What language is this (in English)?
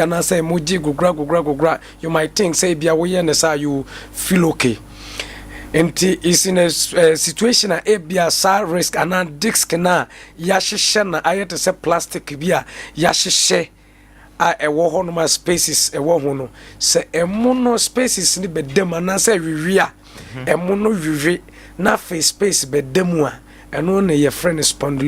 Akan